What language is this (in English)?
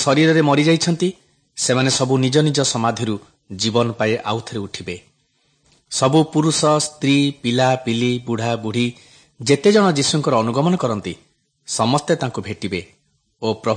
Odia